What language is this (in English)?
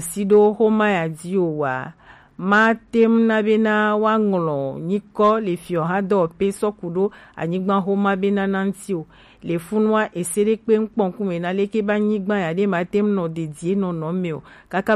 Gen